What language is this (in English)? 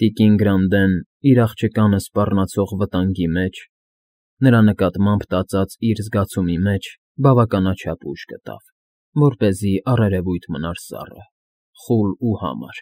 Armenian